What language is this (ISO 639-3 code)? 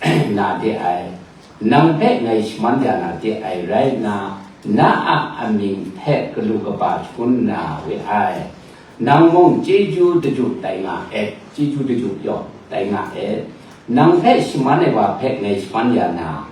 kac